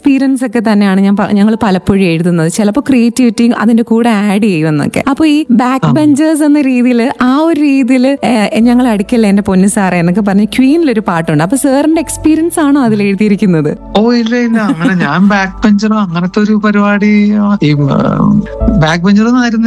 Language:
Malayalam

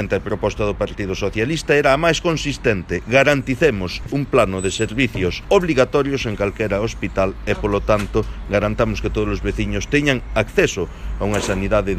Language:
Galician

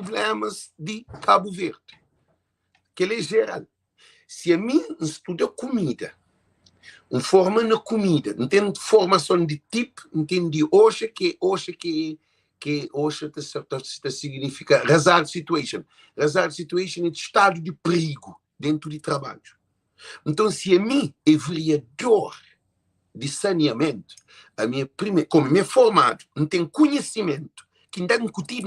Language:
Kabuverdianu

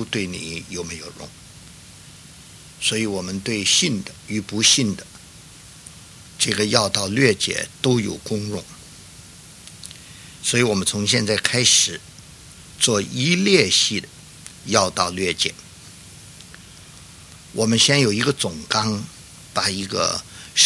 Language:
Chinese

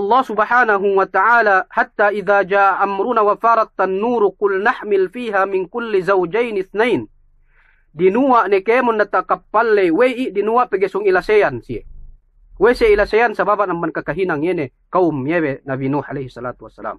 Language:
Yakan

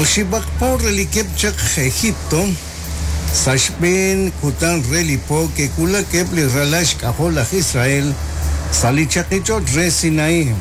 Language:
Kekchí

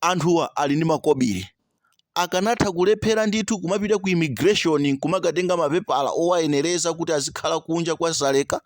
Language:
Nyanja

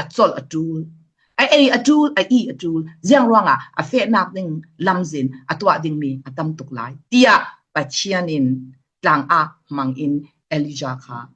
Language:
Falam Chin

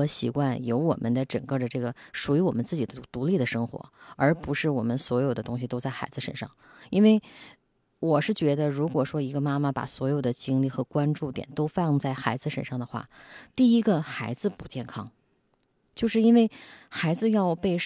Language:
Chinese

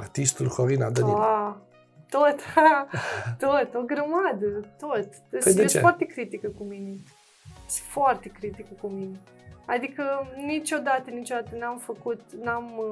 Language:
Romanian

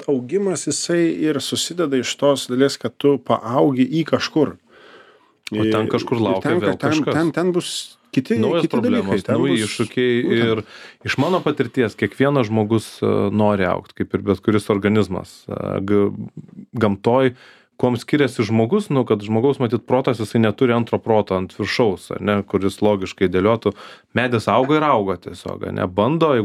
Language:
Lithuanian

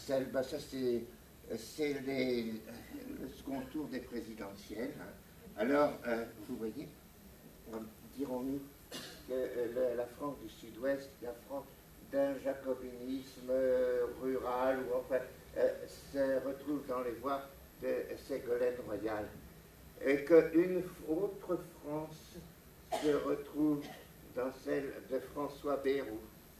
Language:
French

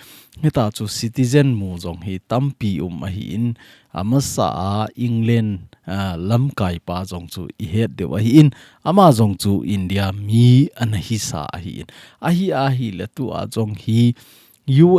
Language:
Thado Chin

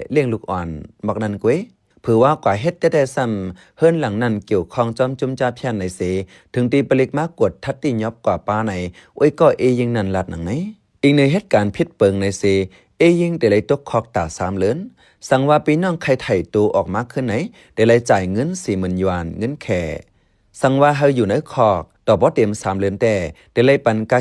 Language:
Shan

